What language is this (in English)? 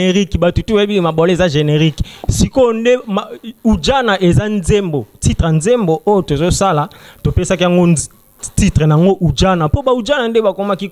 Lingala